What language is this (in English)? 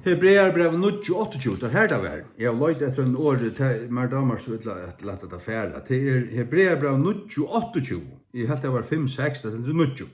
Faroese